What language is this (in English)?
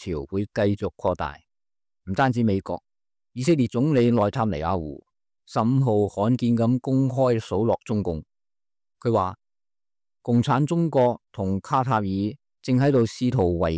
Cantonese